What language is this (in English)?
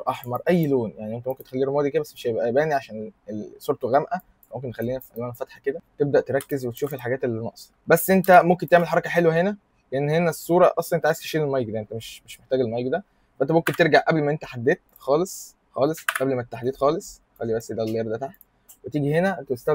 Egyptian Arabic